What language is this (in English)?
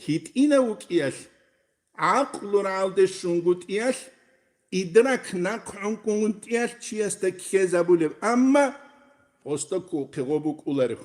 Avaric